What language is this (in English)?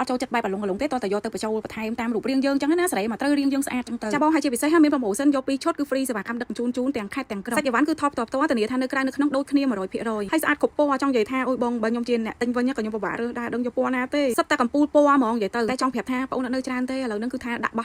Khmer